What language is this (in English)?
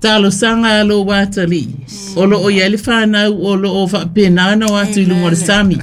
Samoan